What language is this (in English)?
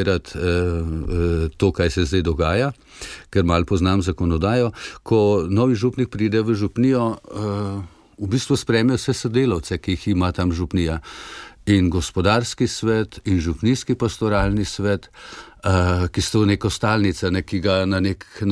Slovenian